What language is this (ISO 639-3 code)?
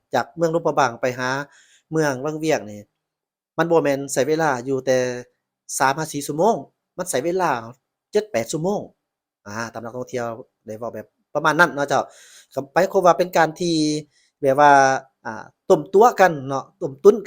lao